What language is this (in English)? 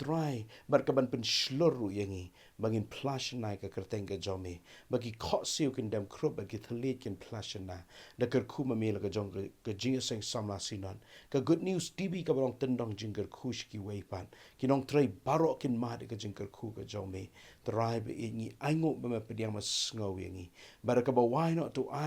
Khasi